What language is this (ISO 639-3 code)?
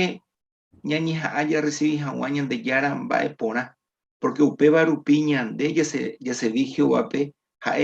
grn